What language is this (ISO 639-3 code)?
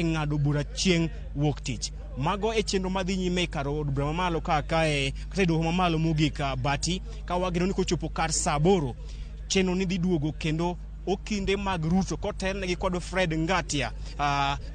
luo